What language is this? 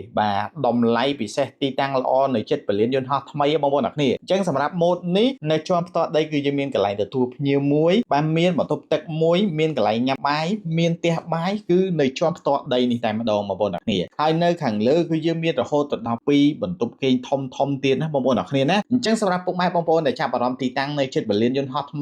Khmer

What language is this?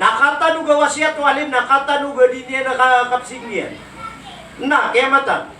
Maranao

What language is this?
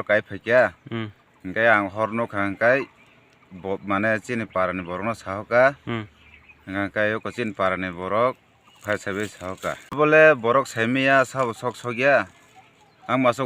Kok Borok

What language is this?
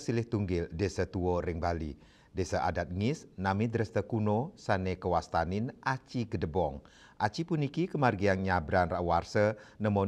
Balinese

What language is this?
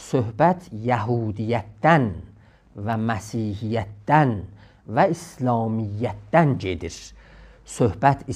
South Azerbaijani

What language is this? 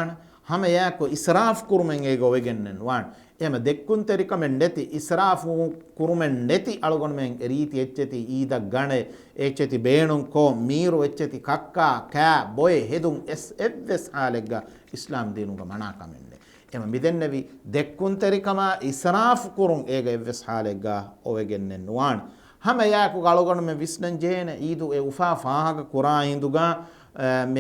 Divehi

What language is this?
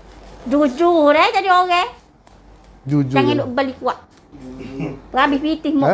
Malay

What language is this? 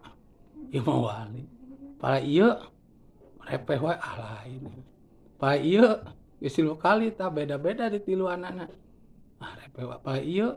Sundanese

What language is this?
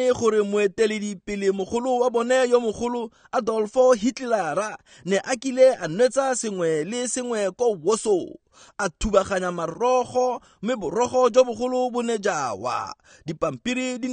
Tswana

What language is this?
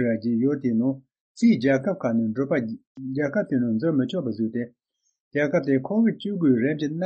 Tibetan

